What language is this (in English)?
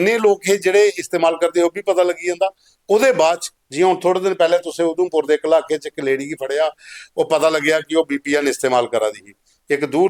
Dogri